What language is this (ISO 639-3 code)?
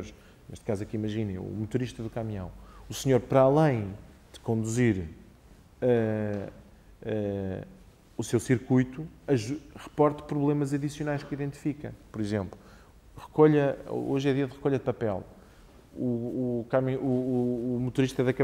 por